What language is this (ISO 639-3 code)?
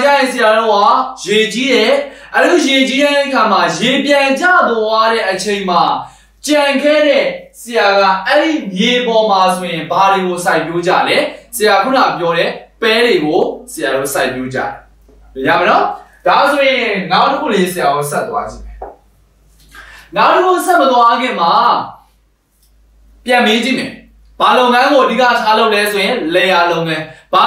mya